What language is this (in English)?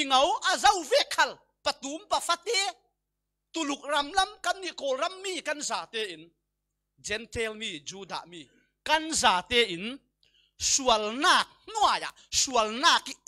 Falam Chin